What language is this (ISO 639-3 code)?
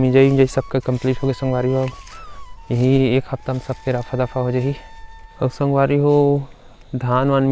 hne